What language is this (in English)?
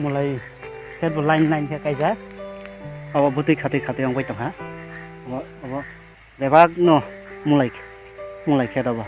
Kok Borok